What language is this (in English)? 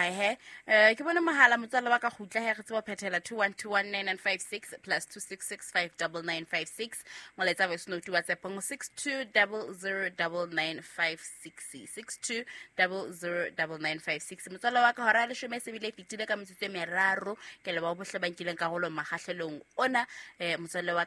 Southern Sotho